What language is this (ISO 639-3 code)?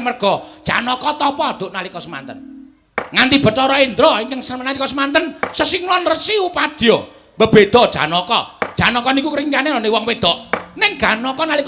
jav